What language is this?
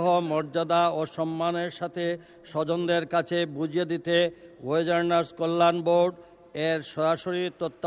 Bangla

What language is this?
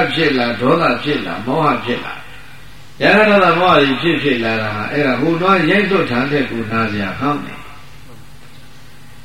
Burmese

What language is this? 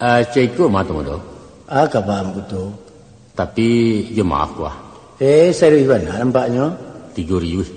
Minangkabau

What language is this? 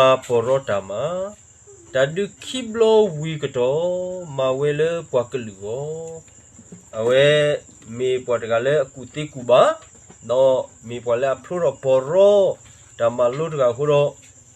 S'gaw Karen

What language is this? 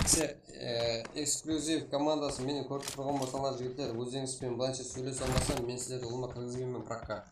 Kara-Kalpak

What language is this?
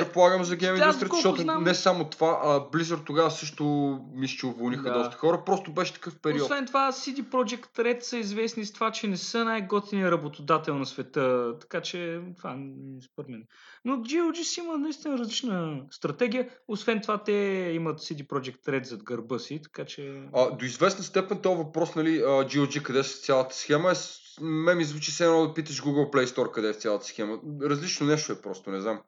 Bulgarian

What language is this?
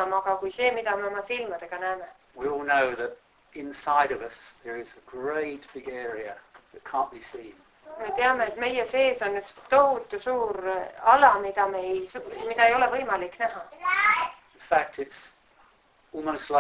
Estonian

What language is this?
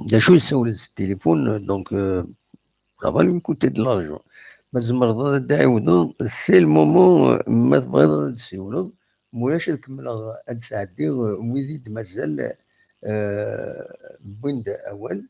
Kabyle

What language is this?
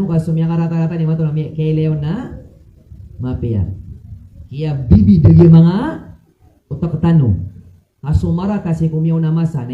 Maranao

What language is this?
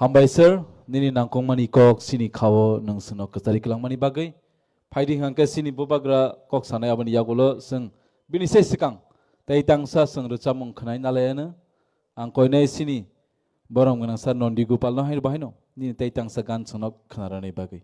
Kok Borok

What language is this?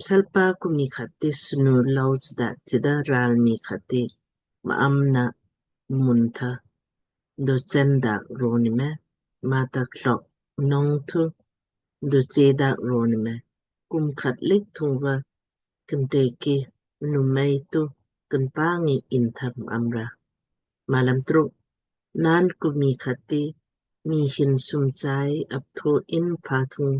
Lamkang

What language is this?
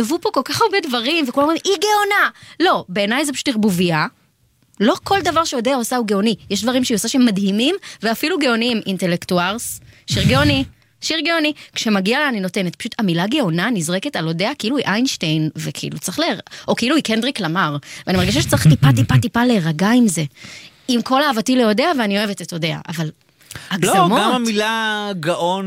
Hebrew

